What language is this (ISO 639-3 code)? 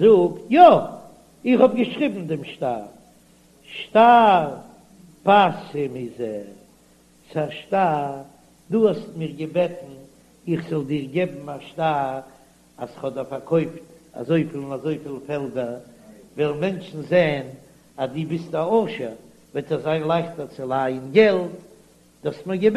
yid